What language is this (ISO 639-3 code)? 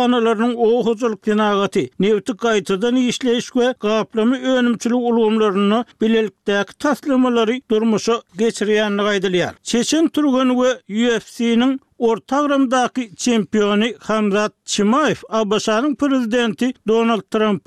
tuk